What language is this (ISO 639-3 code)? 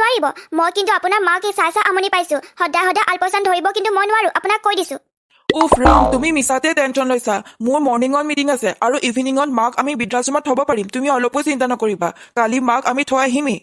asm